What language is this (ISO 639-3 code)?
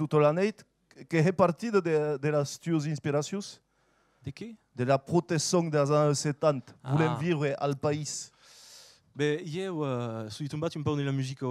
oci